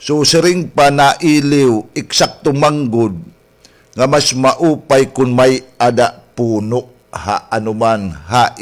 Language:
Waray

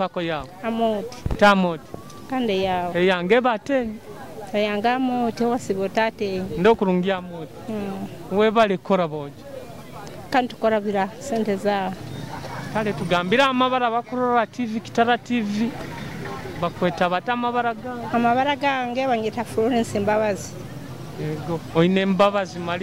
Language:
Nyoro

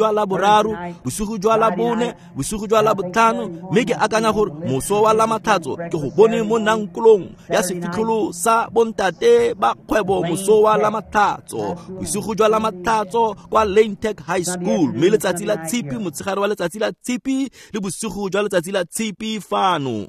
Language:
Tswana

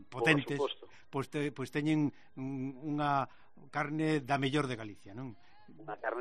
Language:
Galician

